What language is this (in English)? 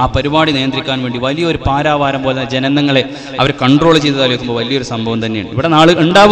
Malayalam